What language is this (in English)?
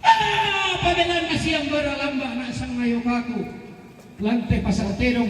Toraja-Sa'dan